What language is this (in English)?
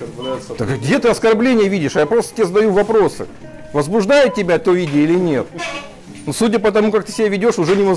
Russian